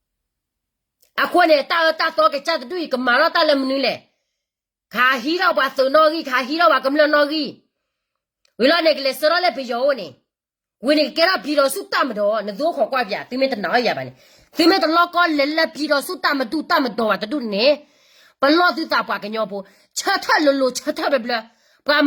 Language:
S'gaw Karen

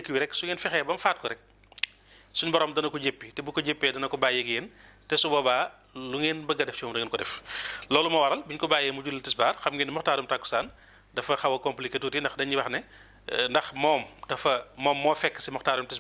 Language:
Wolof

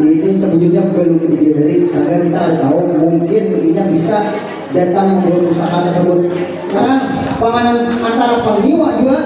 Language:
Banjar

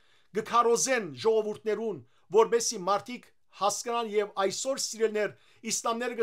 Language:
Western Armenian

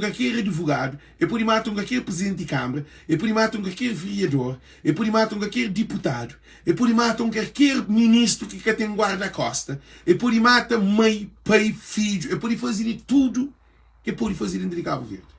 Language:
Kabuverdianu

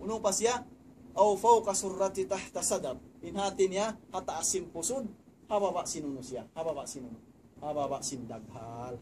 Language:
Tausug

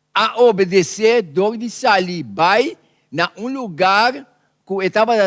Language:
Papiamento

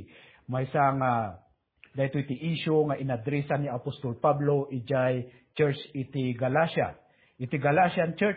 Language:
Iloko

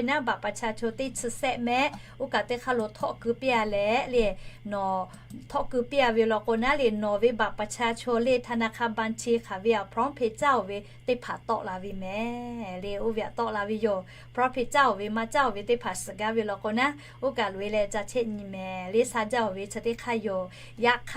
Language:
Lahu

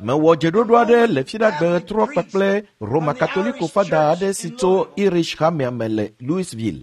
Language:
Ewe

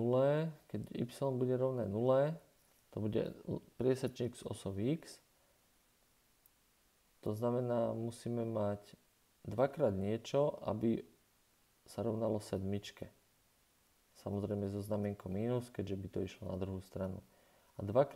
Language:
Slovak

